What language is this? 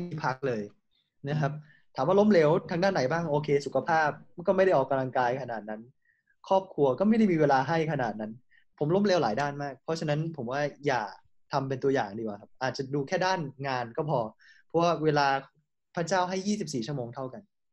Thai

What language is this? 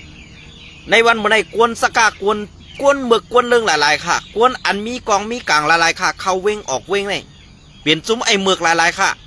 Shan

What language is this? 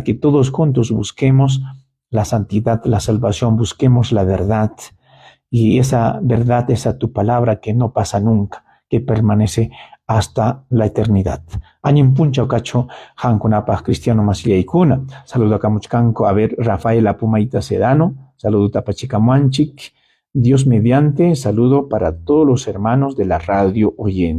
Ayacucho Quechua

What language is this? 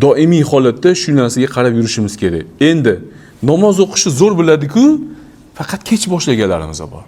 Uzbek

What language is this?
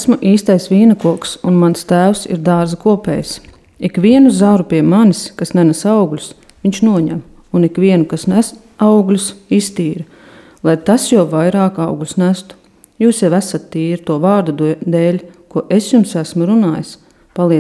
Latvian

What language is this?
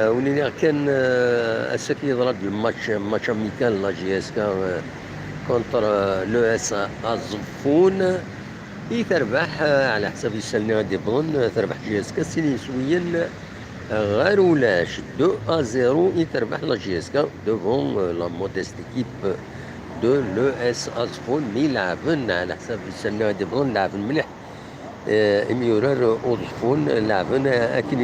Kabyle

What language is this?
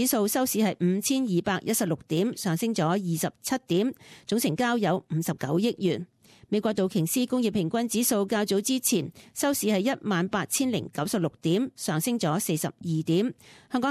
Cantonese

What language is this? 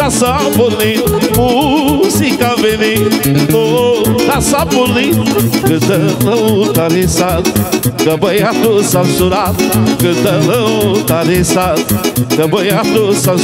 Romanian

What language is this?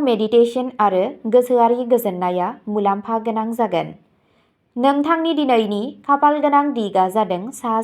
Bodo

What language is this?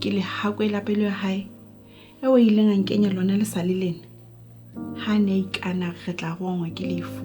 Southern Sotho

